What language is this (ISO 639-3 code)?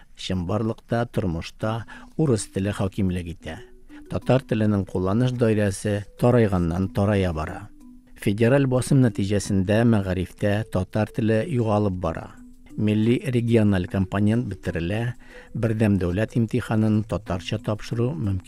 tat